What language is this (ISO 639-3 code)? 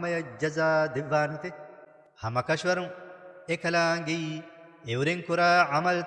div